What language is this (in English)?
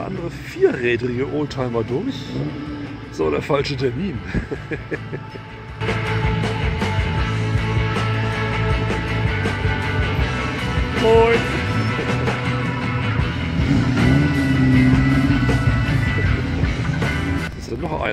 German